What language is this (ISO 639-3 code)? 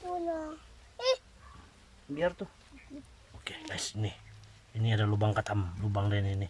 msi